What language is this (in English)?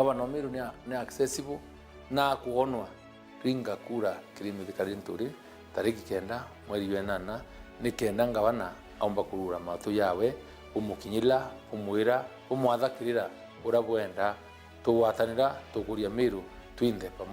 Meru